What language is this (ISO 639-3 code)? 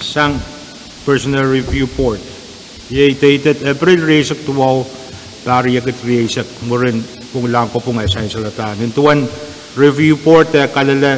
pon